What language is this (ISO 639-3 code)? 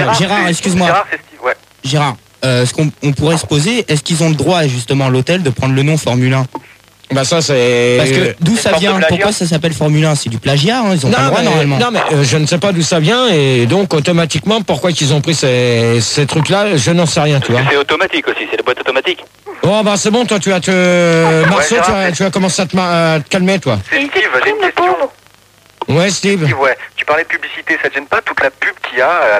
fra